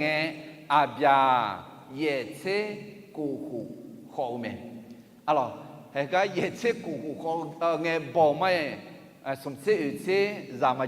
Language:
Akha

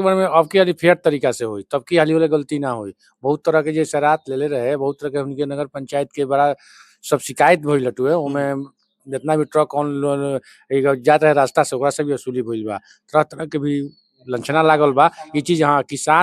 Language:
Bhojpuri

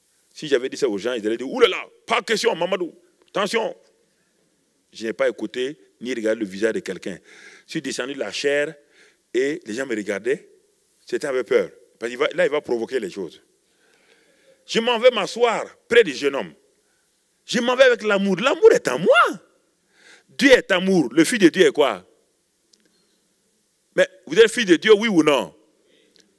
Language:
French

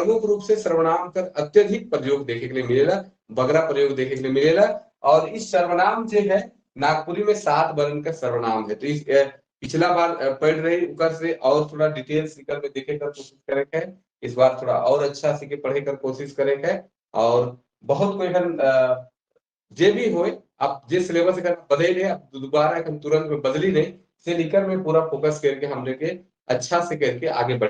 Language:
Sadri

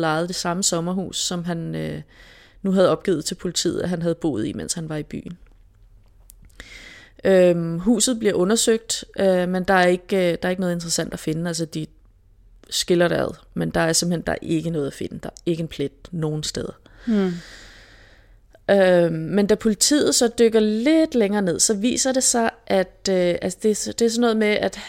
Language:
Danish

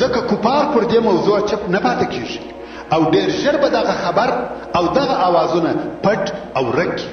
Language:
Pashto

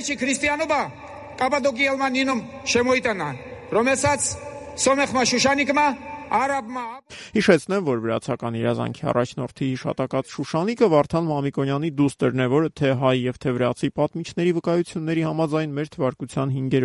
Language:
Armenian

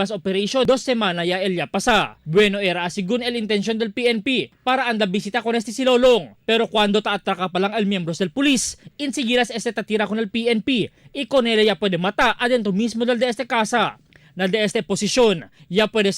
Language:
Chavacano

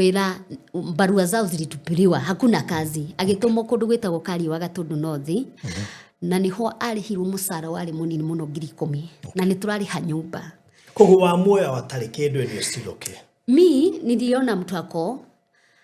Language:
Kikuyu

